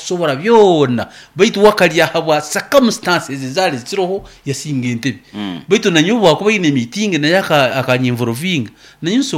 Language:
Nyoro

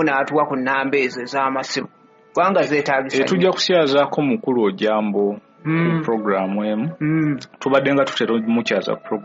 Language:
Ganda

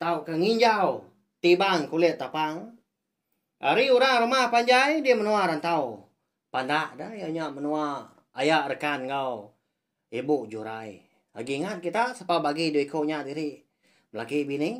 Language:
Iban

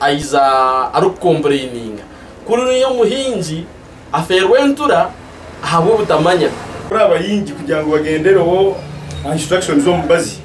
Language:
Nyankole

